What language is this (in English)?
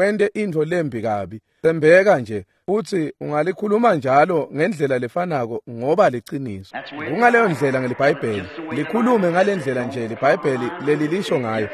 Swati